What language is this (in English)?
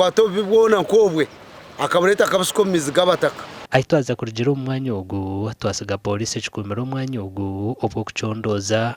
Nyankole